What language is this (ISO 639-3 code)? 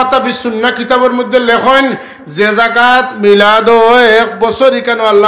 syl